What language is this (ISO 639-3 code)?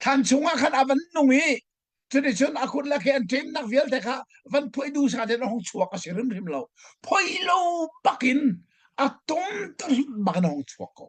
cnh